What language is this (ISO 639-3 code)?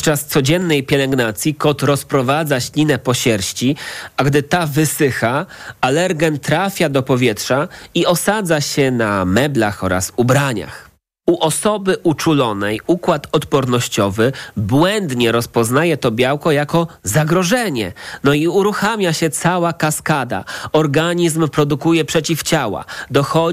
pol